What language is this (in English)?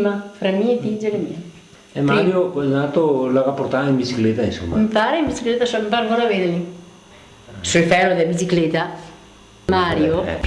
Venetian